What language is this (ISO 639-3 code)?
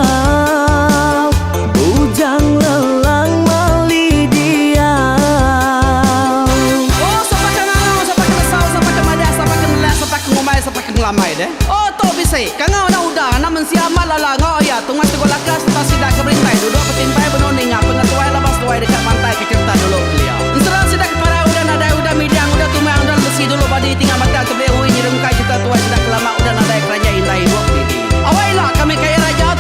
iba